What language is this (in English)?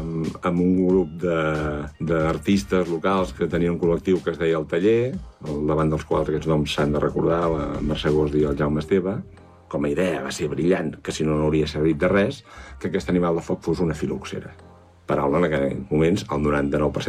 Catalan